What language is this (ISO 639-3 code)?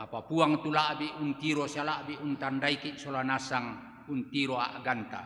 sda